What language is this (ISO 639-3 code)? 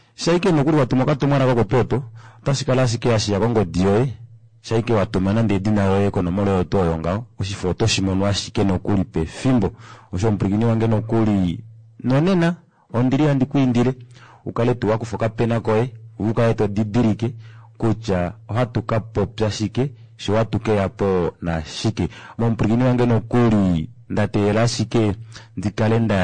kua